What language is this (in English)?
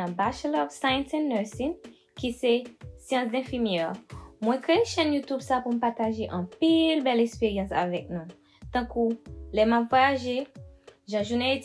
Haitian Creole